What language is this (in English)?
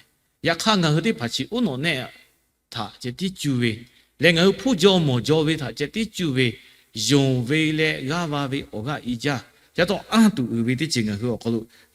Lahu